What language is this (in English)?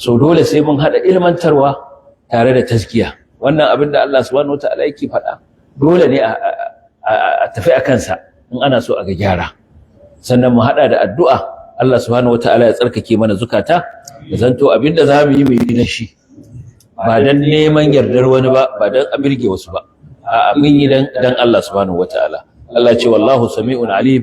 Hausa